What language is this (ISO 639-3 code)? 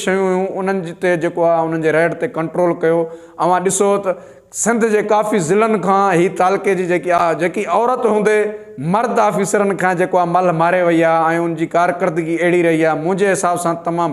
snd